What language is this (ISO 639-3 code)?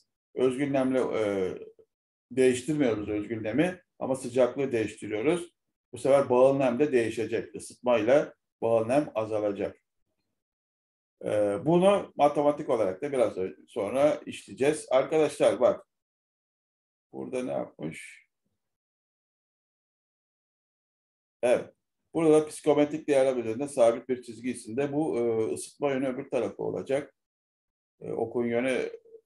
tur